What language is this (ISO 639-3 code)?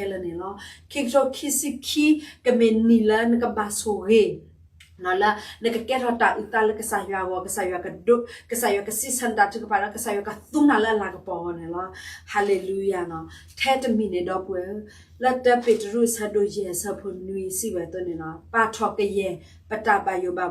ksw